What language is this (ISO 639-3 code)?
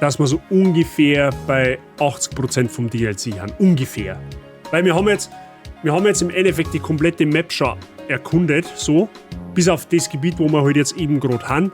bar